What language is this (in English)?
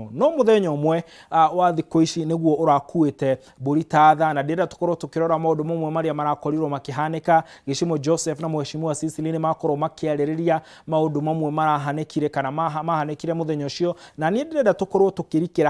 Kikuyu